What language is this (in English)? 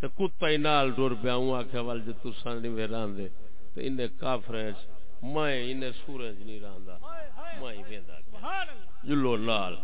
Saraiki